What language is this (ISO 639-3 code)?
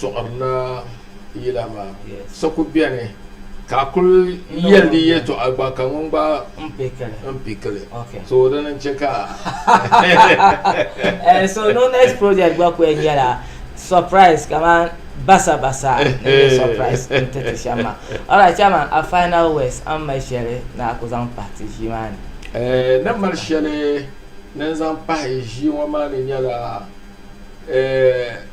dag